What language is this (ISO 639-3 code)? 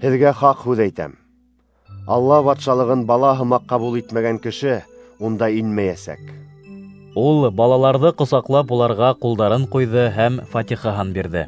bak